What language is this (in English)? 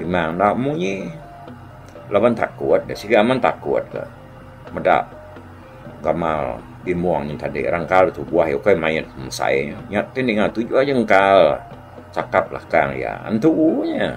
Iban